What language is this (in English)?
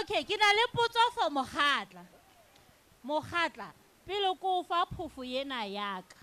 Southern Sotho